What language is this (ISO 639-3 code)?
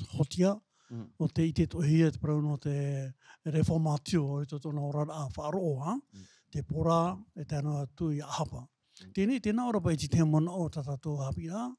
tah